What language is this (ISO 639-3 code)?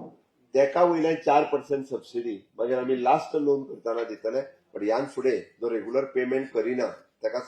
kok